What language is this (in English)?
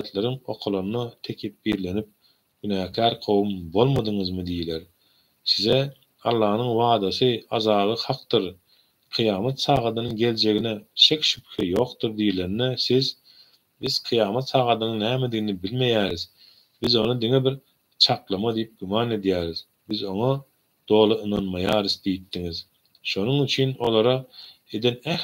Turkmen